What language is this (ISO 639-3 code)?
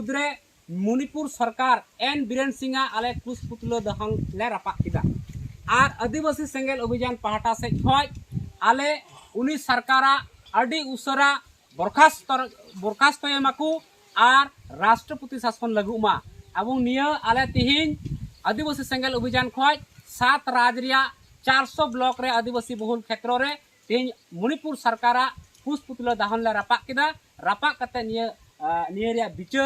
sat